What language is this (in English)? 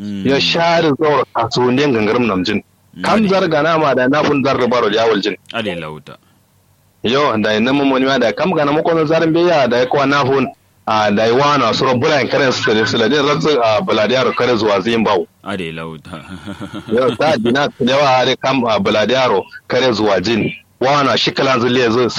Kanuri